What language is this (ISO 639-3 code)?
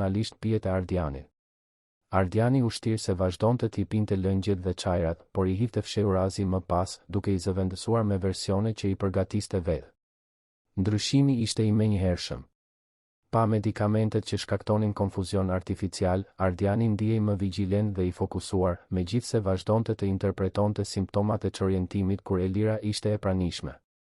sqi